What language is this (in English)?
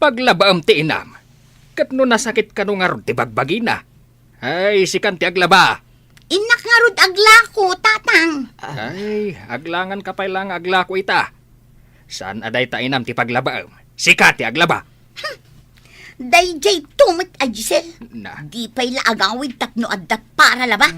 Iloko